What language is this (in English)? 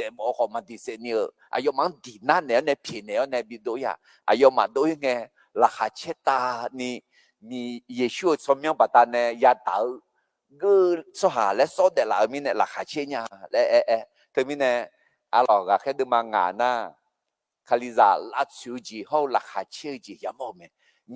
Akha